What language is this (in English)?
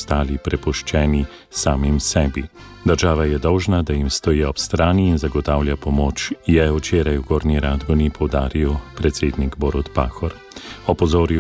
Slovenian